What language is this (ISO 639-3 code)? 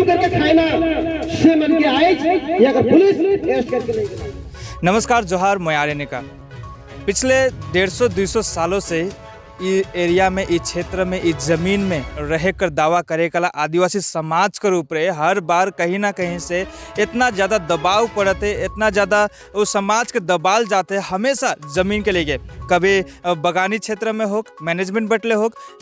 sck